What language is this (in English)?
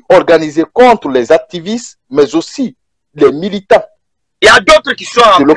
French